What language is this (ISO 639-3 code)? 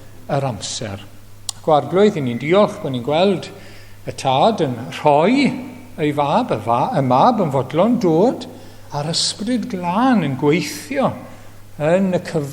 cym